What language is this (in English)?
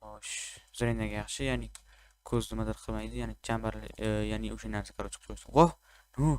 Uzbek